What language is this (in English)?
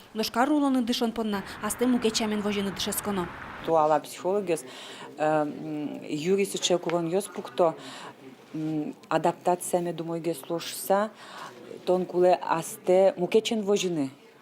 Udmurt